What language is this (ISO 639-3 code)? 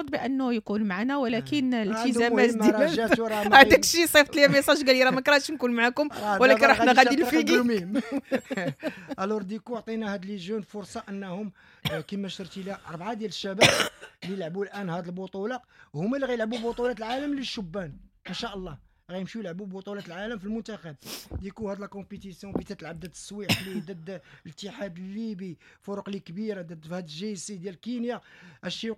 ary